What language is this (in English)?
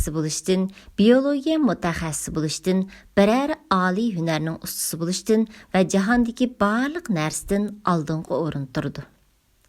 Uyghur